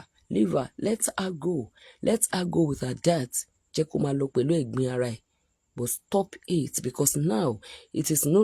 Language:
Yoruba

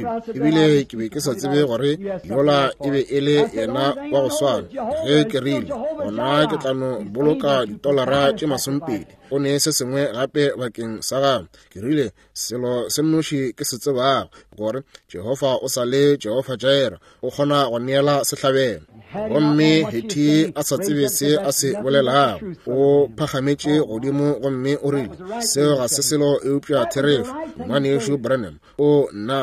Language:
Northern Sotho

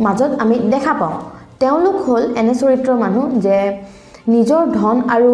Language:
Assamese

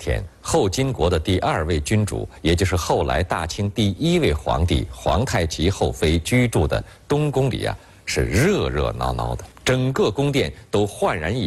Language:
Chinese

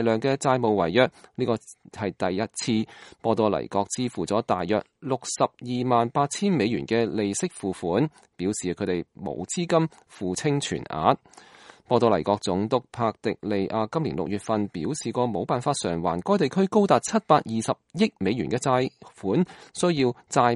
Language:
Cantonese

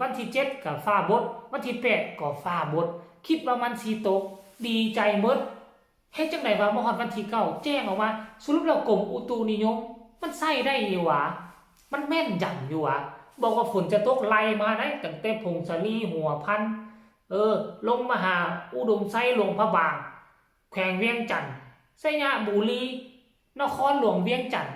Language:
Lao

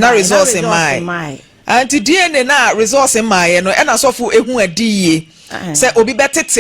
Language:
Akan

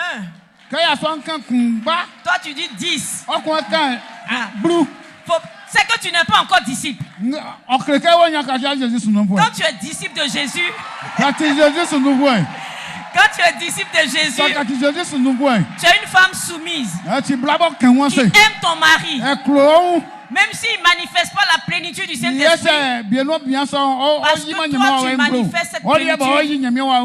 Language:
Baoulé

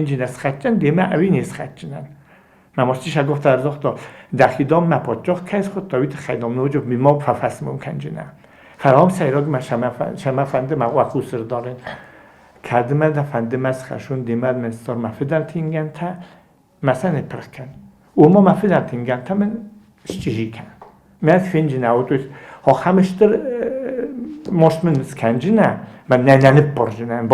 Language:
Ossetic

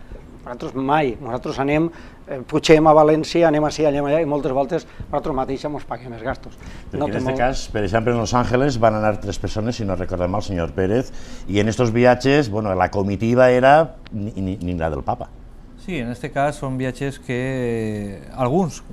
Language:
Catalan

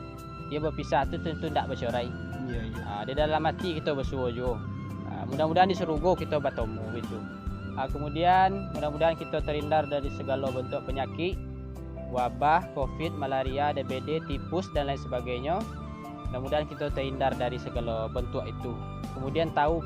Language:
Minangkabau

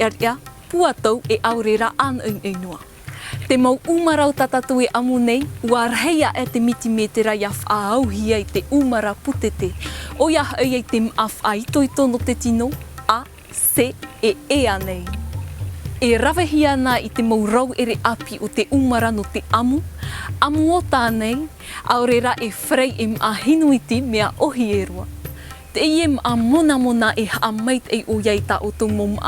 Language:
Tahitian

